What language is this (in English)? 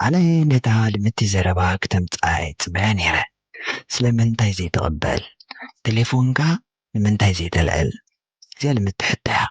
Tigrinya